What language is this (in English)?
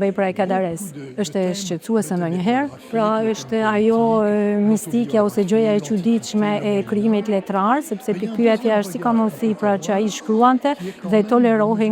Albanian